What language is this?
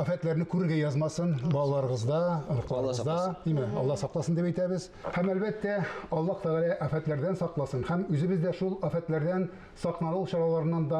Tatar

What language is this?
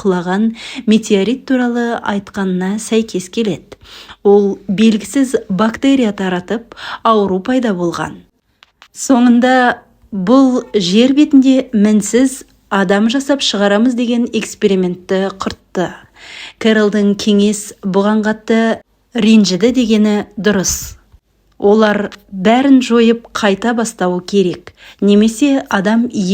Kazakh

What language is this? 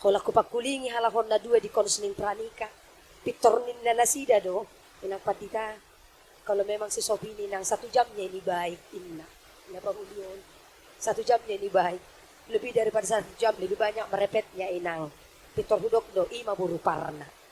Batak Toba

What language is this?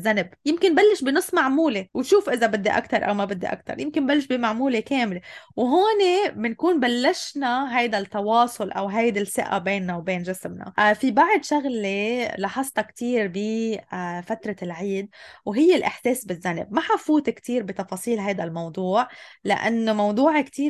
North Levantine Arabic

